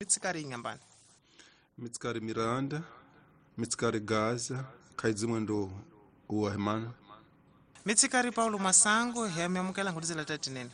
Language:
Tsonga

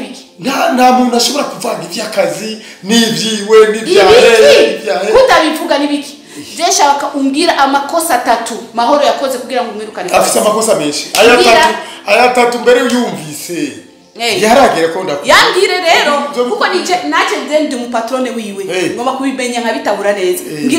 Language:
Rundi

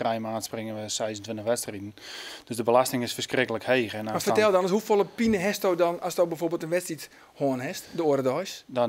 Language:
Western Frisian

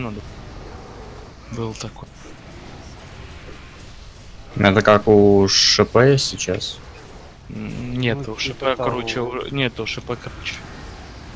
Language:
Russian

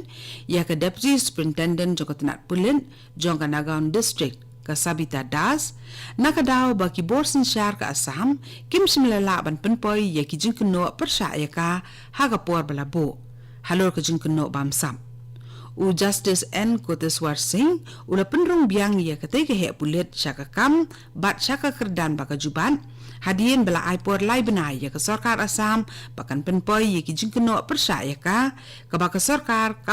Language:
Khasi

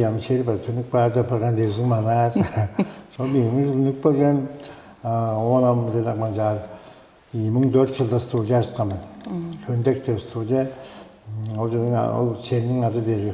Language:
Tuvinian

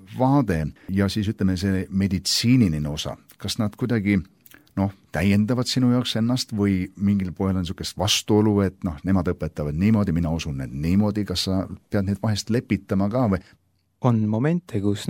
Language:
Estonian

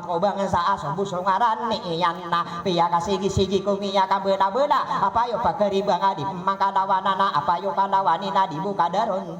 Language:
Maranao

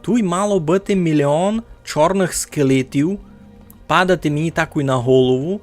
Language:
Rusyn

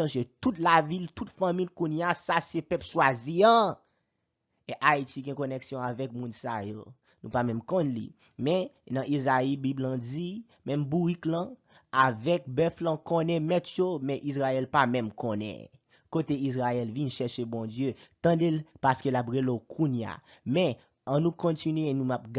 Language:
Haitian Creole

